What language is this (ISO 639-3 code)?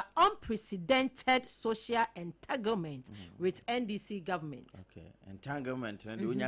aka